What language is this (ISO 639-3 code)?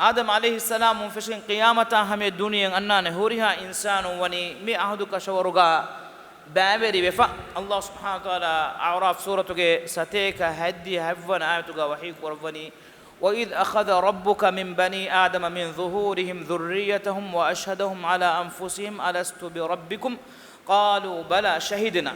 div